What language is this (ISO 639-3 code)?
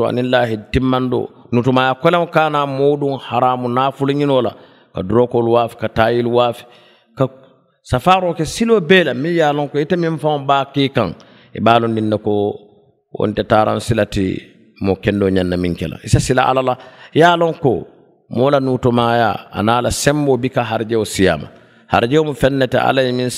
man